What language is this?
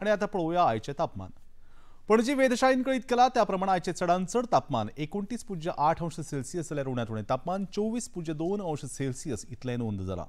Konkani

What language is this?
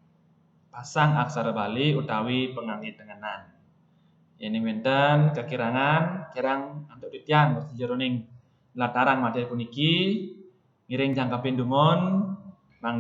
Balinese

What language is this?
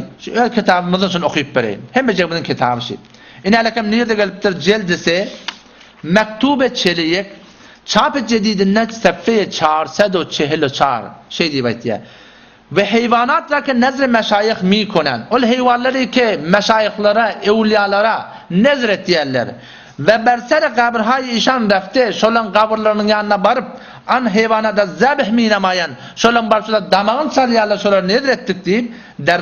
Turkmen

